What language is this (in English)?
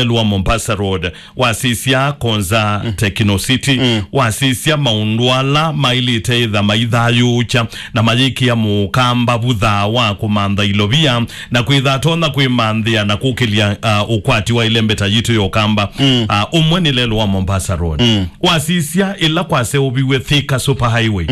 Kamba